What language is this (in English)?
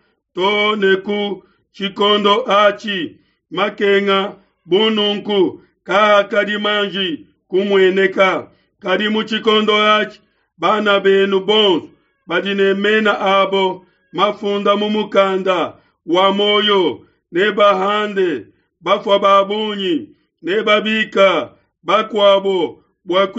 Luba-Lulua